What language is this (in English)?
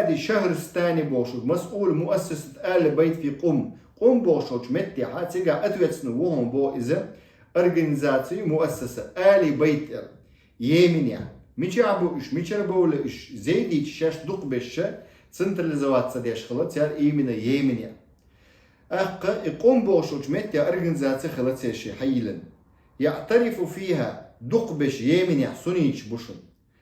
Chechen